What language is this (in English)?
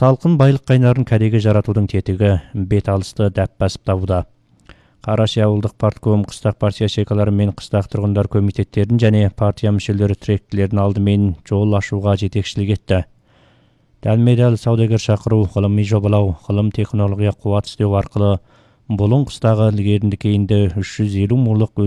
Kazakh